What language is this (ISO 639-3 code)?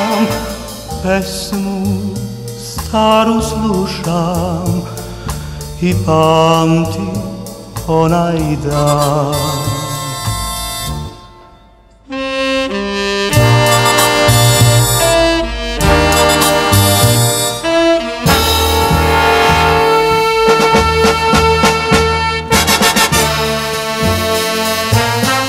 srp